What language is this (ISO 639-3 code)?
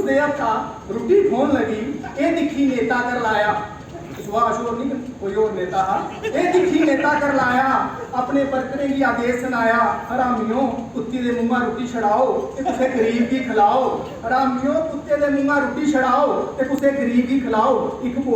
doi